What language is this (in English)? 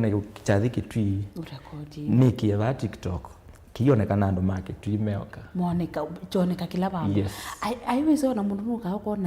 Kamba